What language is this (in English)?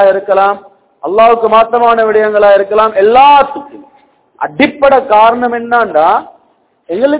Tamil